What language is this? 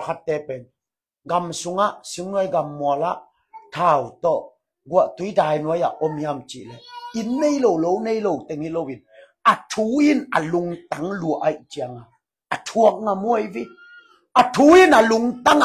Tedim Chin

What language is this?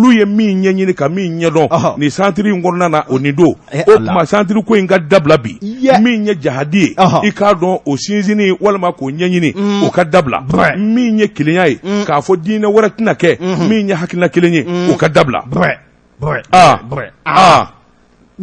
Bambara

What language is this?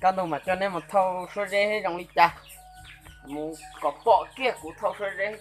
Hmong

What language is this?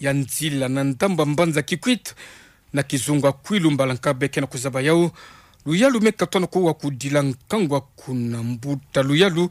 Kituba (Democratic Republic of Congo)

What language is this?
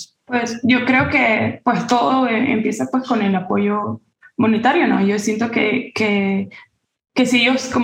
Spanish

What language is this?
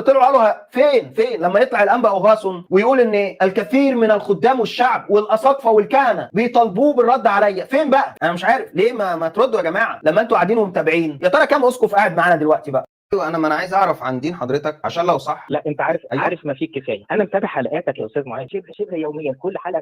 Egyptian Arabic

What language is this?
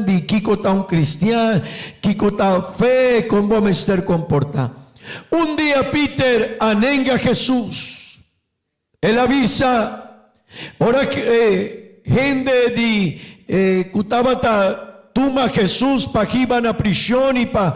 Papiamento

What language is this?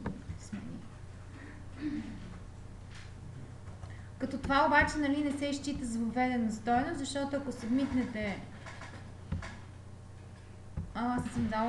Bulgarian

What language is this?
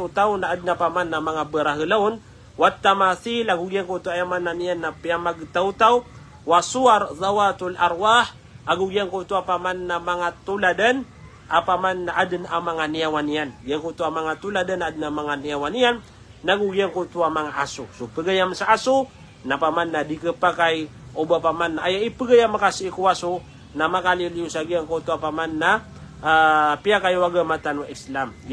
Maranao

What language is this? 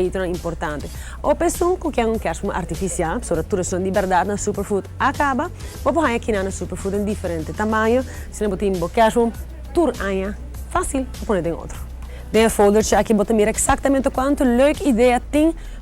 Papiamento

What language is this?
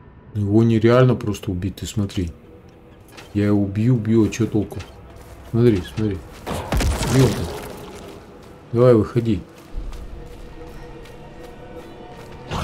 Russian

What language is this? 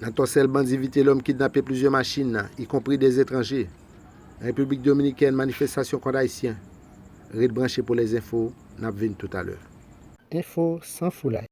Haitian Creole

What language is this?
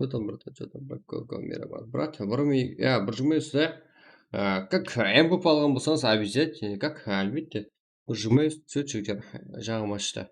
Kara-Kalpak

